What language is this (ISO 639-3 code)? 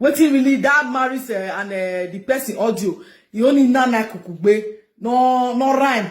pcm